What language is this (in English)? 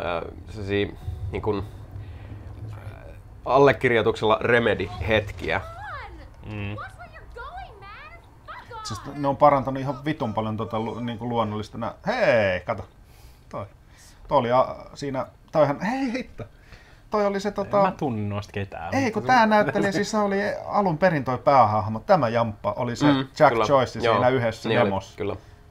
Finnish